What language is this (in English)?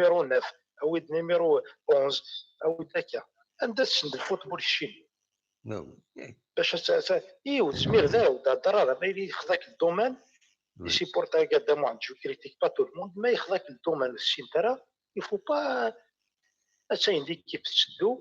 Kabyle